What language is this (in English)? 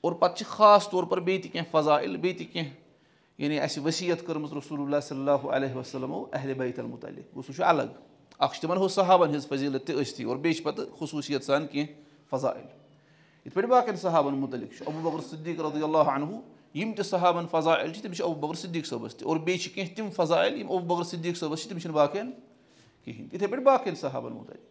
Kashmiri